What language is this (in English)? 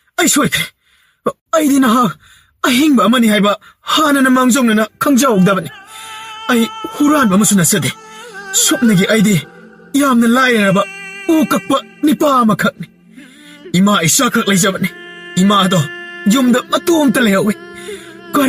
Manipuri